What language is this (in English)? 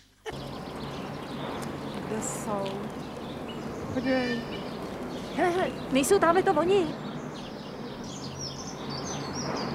Czech